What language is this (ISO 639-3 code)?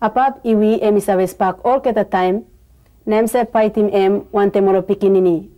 tpi